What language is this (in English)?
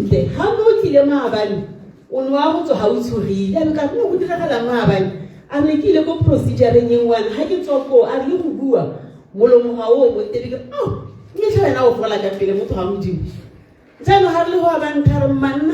Tswana